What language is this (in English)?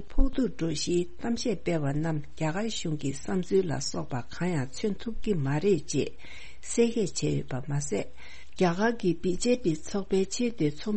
Tibetan